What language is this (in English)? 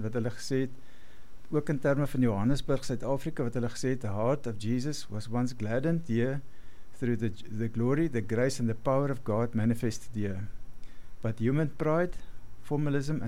Afrikaans